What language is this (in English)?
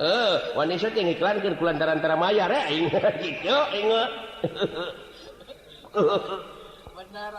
Sundanese